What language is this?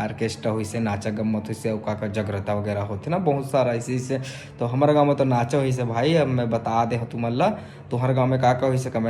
Chhattisgarhi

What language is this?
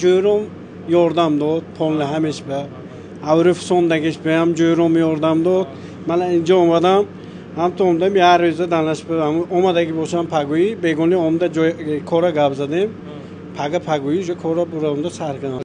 Tajik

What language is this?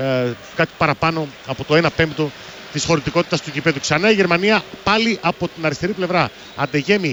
Greek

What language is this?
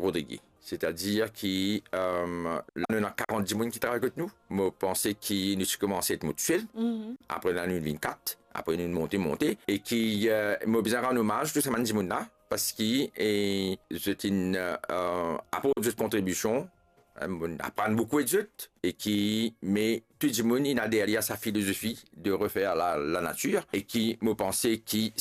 Morisyen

